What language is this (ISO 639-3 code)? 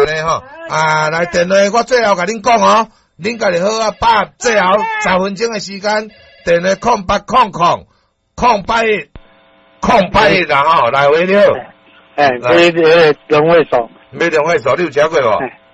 nan